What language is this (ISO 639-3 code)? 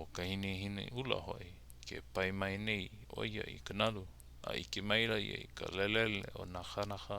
haw